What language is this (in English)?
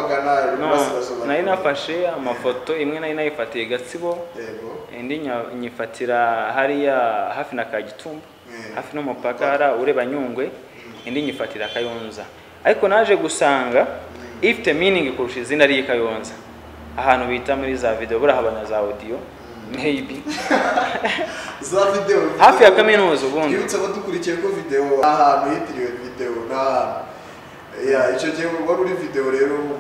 Kinyarwanda